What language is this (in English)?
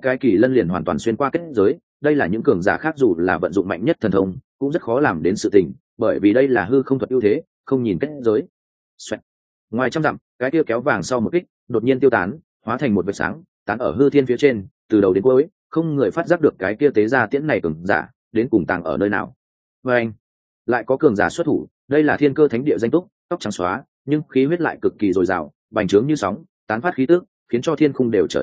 Vietnamese